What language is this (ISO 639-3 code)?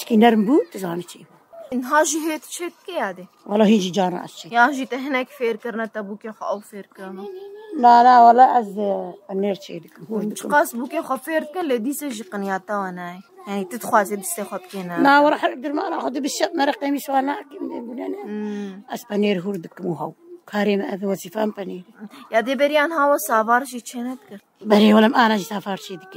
kur